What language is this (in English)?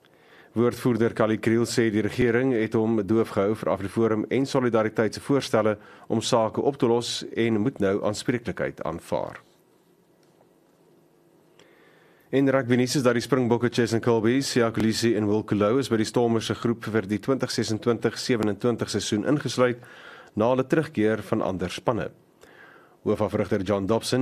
Afrikaans